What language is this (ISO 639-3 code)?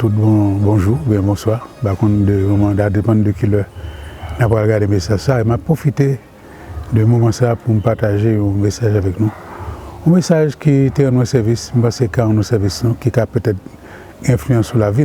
hat